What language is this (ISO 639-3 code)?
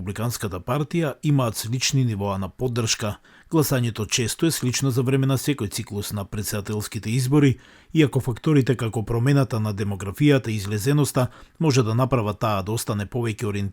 mkd